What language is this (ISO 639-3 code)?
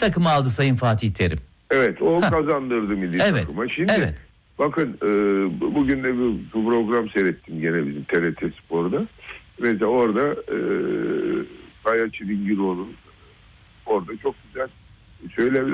tur